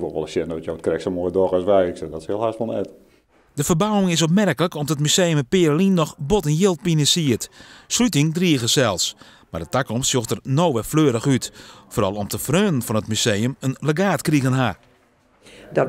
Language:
Western Frisian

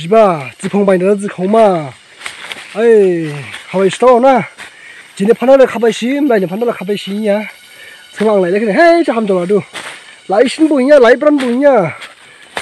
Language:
Dimasa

